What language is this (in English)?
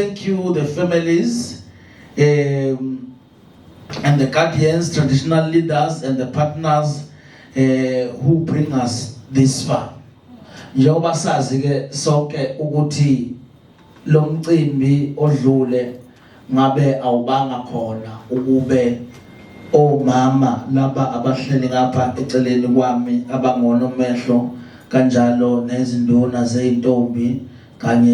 Zulu